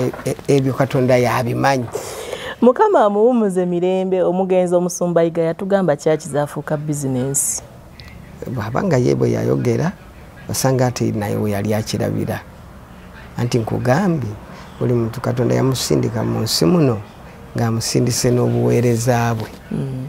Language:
Ganda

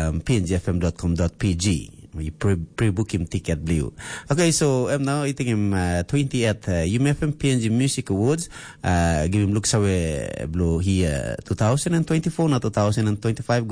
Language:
Tok Pisin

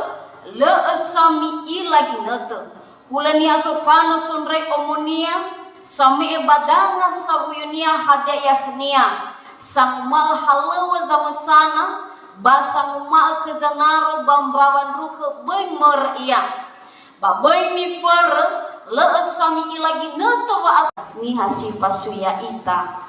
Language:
Nias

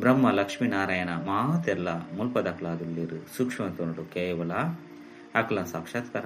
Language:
Tulu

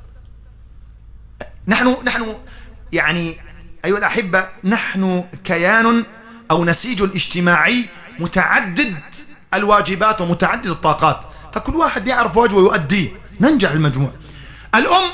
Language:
Arabic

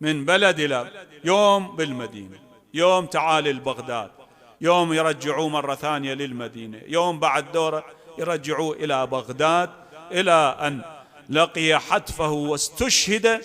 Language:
Mesopotamian Arabic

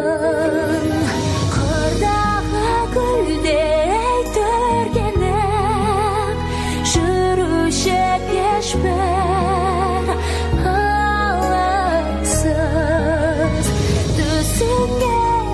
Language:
Kazakh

